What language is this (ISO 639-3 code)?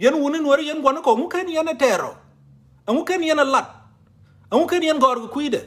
nus